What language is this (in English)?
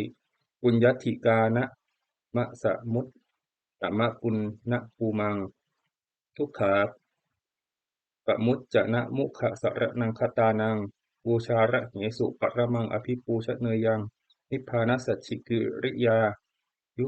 Pali